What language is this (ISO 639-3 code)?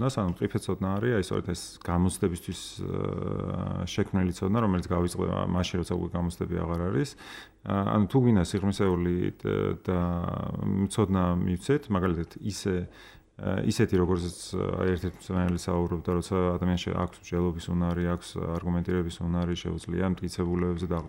kat